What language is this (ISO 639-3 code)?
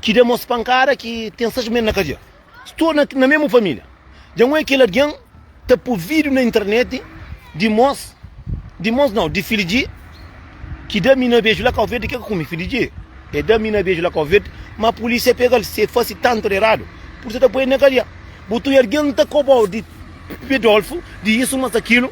kea